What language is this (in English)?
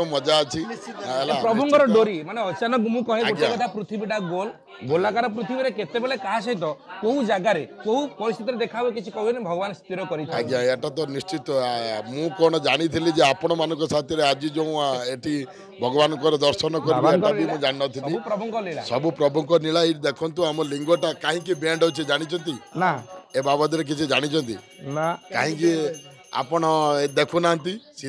Odia